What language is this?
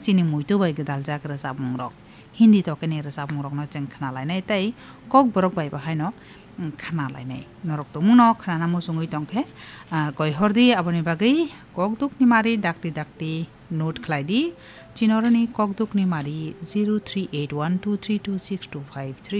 Kok Borok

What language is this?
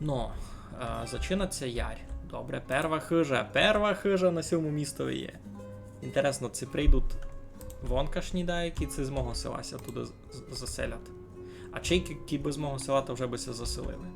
Rusyn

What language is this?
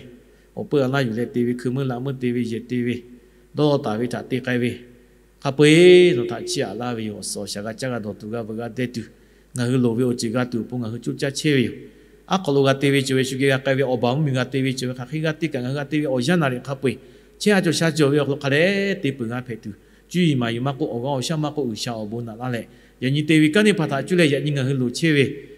Lahu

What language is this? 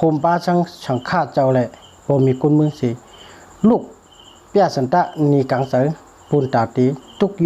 Shan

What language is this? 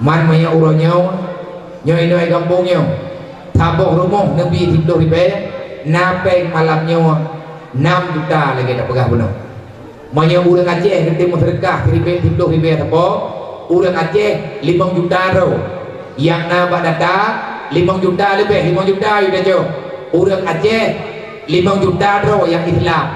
Achinese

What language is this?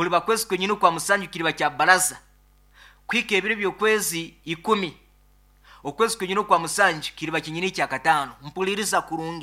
Nyankole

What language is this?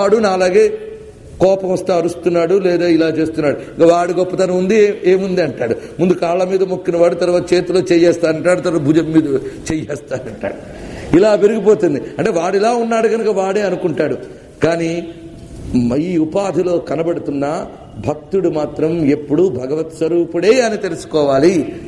Telugu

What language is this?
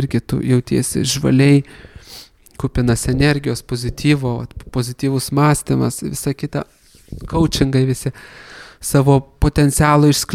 Lithuanian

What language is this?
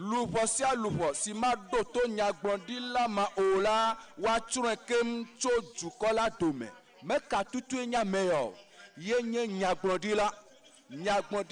Ewe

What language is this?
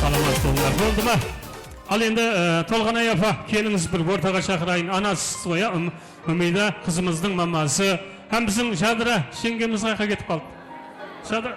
Kara-Kalpak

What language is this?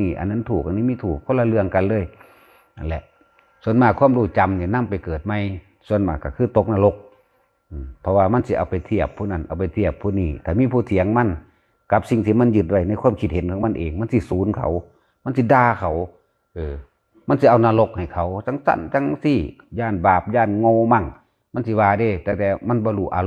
Northeastern Thai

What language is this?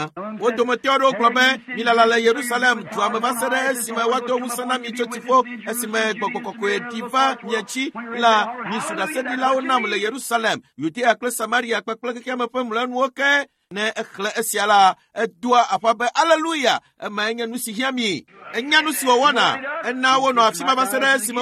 Ewe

